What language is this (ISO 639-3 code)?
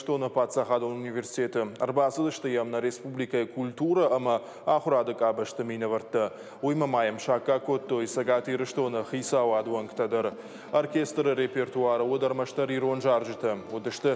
oss